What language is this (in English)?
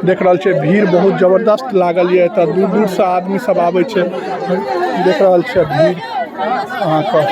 Maithili